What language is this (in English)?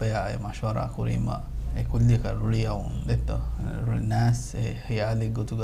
Divehi